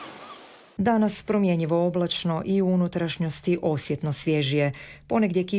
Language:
Croatian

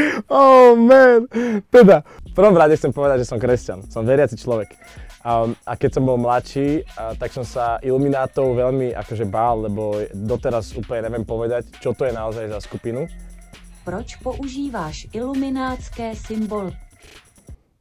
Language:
Slovak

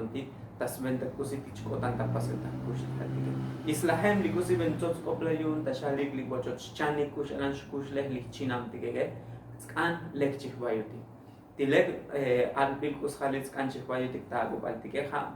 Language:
Tzotzil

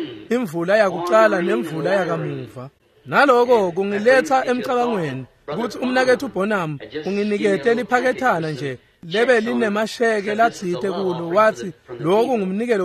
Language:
Swati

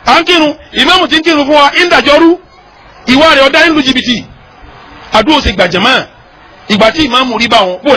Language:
Yoruba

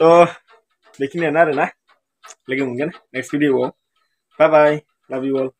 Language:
Bodo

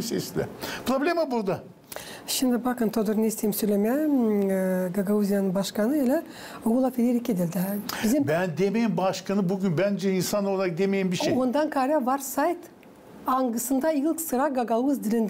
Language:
Gagauz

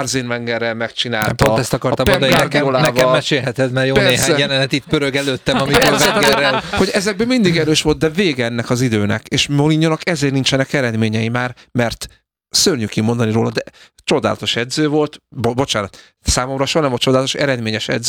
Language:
Hungarian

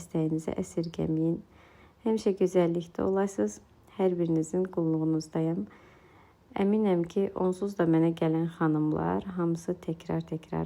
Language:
Azerbaijani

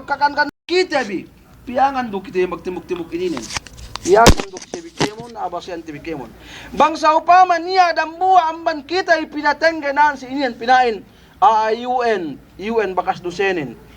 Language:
Yakan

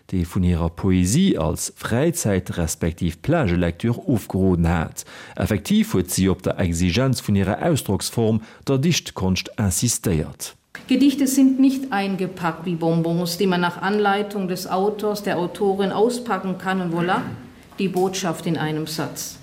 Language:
Luxembourgish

